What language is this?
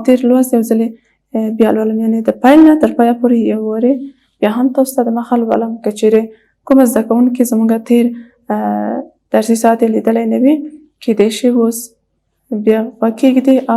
Pashto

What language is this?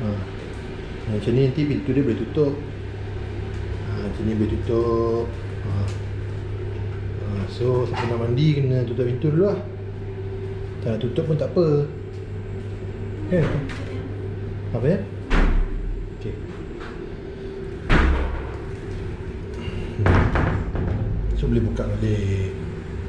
Malay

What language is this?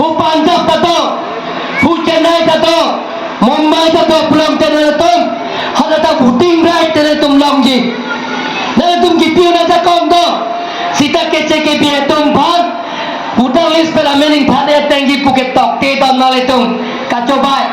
Karbi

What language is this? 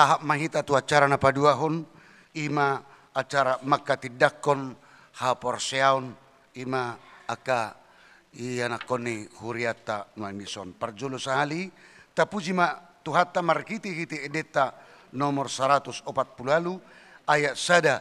Batak Toba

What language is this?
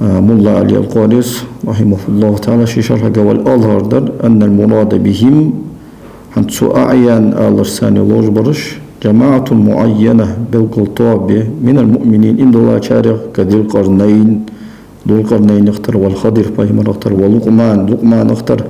Ingush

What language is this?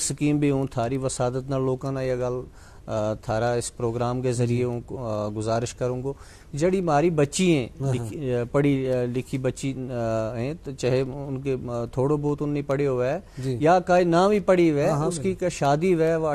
Gujari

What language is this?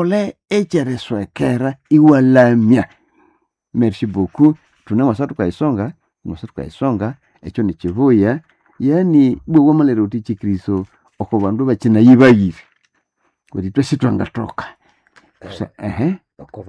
Nande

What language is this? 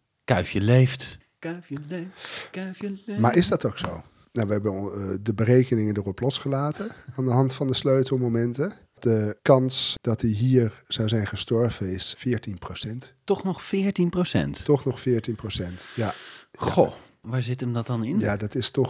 Dutch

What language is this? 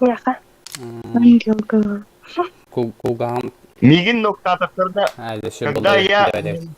Yakut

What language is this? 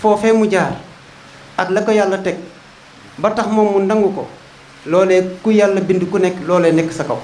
Wolof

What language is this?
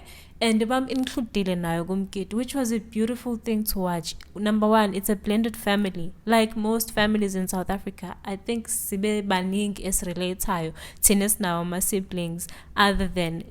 Zulu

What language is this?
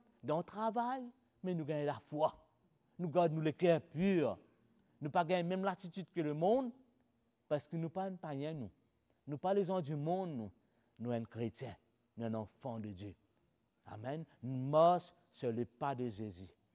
Morisyen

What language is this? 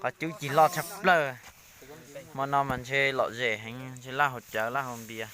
Hmong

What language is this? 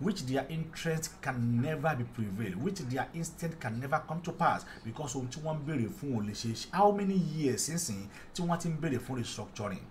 Yoruba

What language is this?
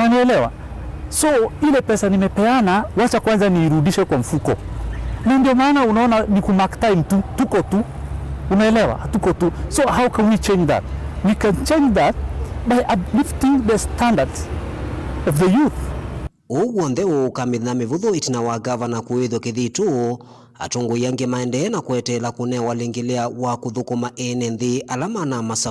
Kamba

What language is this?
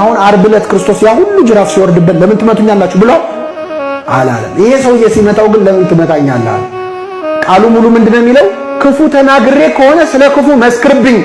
Amharic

